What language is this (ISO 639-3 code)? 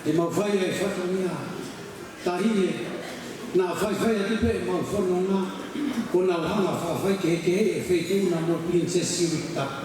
ton